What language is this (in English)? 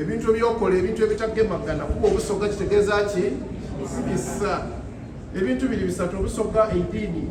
Soga